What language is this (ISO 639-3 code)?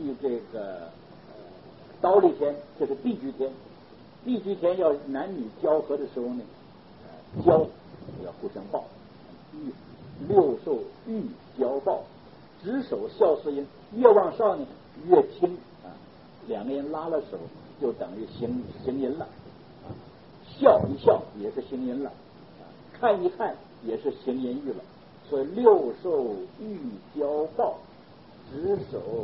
zho